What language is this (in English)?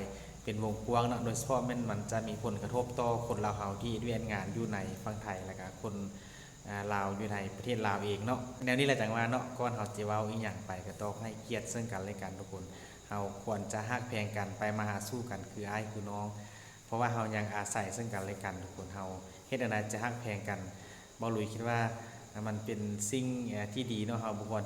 Lao